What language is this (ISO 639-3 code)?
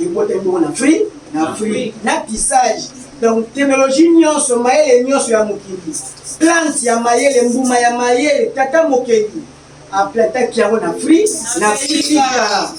lin